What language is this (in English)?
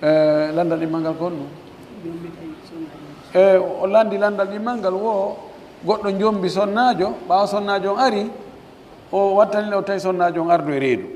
Pular